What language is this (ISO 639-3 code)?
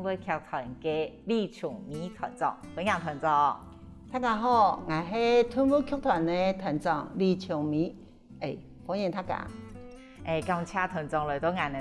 hak